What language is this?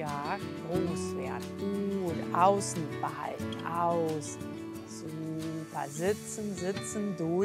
German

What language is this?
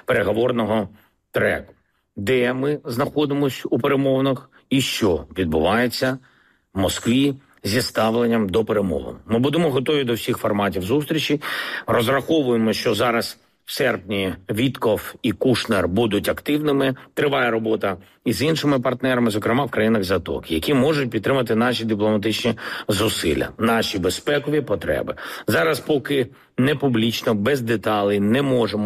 Ukrainian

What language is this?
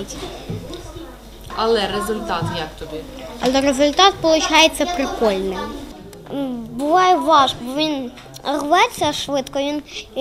Ukrainian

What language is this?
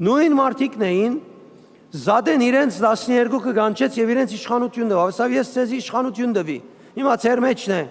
Western Armenian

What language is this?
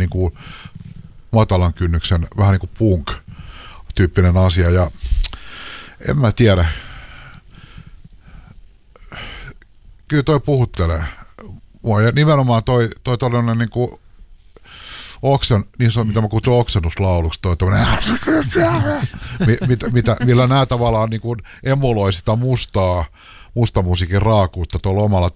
Finnish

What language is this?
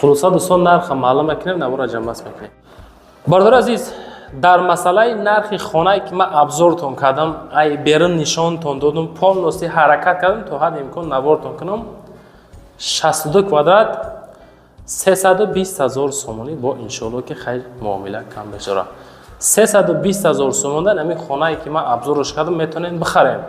Tajik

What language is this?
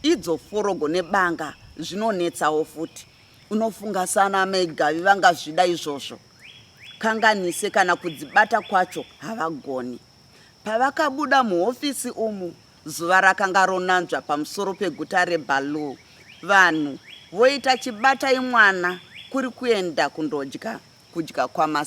Shona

